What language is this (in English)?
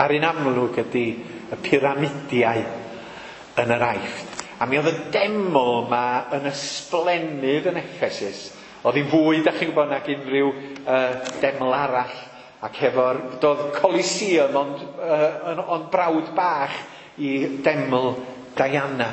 Welsh